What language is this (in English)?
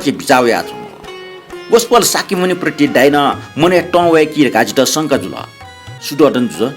Newari